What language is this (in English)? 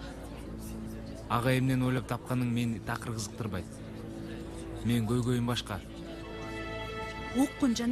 Kyrgyz